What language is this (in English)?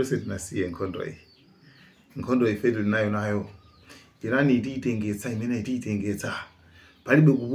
Nyanja